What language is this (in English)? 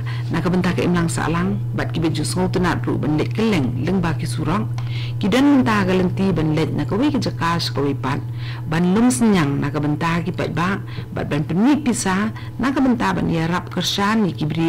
Khasi